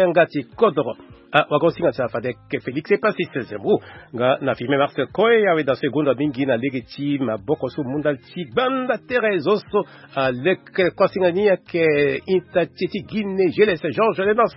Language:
Sango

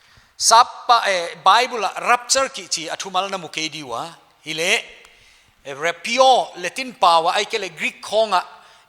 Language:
Paite Chin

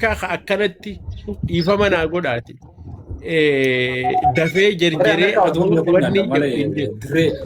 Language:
Oromo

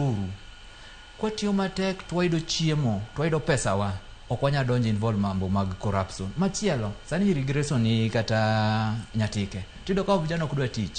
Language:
Luo (Kenya and Tanzania)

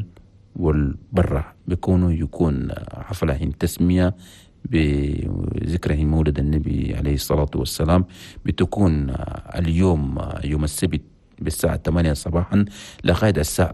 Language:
Chadian Arabic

